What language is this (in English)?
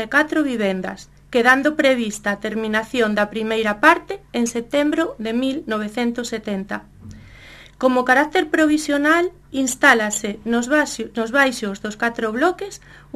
Galician